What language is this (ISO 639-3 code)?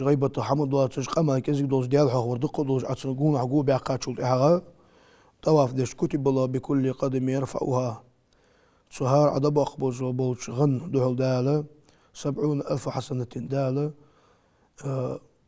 inh